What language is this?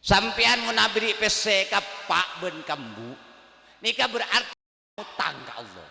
Madurese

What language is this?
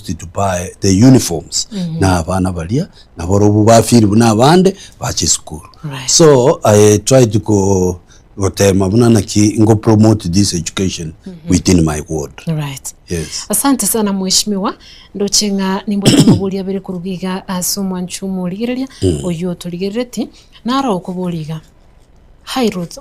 Gusii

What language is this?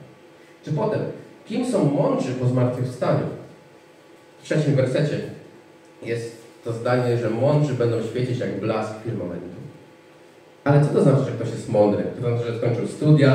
Polish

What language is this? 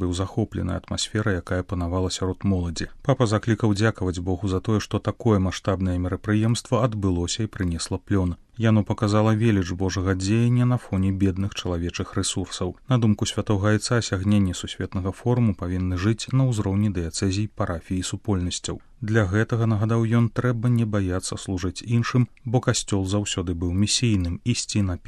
Belarusian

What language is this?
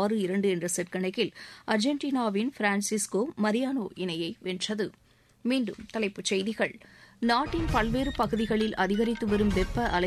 Tamil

